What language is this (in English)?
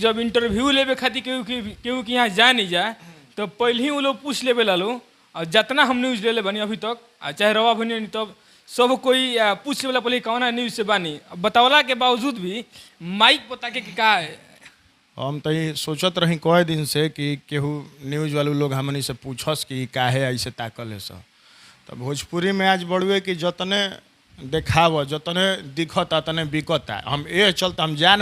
Bhojpuri